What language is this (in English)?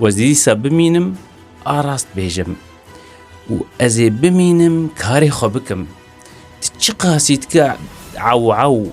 Kurdish